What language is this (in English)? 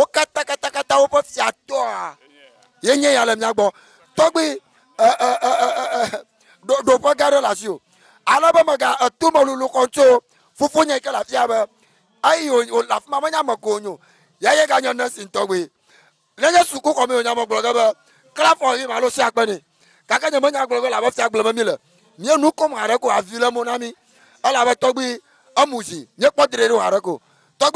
Ewe